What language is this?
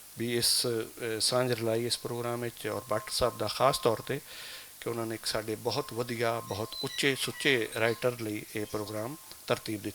Western Panjabi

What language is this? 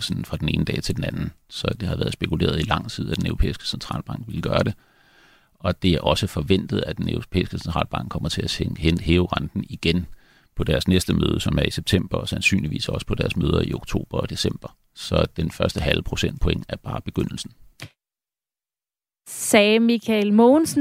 Danish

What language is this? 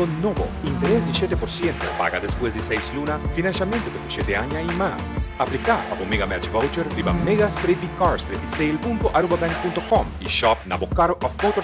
Papiamento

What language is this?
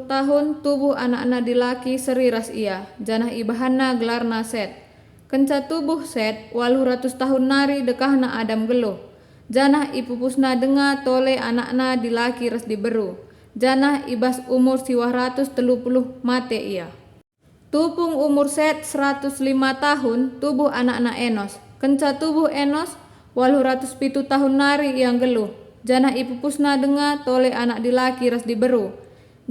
Batak Karo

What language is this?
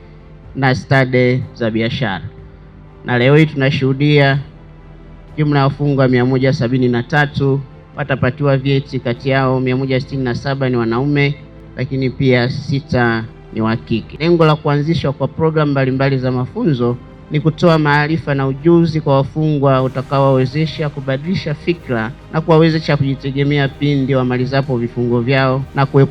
Swahili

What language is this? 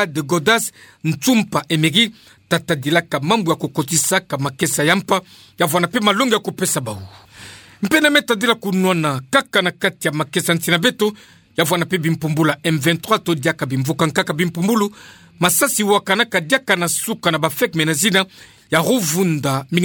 Kituba (Democratic Republic of Congo)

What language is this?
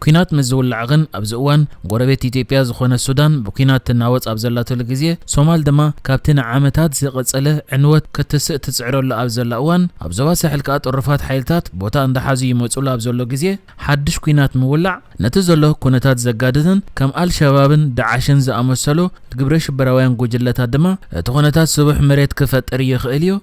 Tigrinya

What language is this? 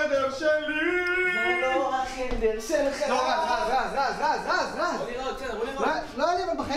Hebrew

